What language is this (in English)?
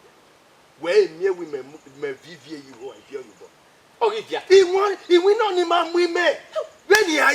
Bini